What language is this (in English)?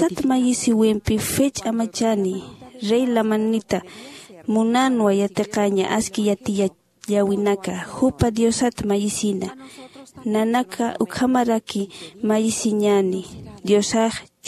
Aymara